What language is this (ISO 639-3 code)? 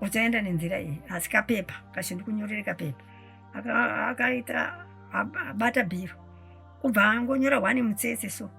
sna